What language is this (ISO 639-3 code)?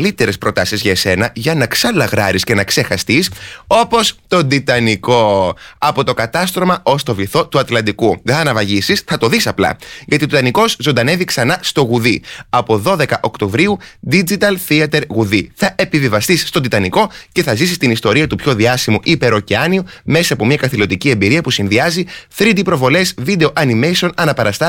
ell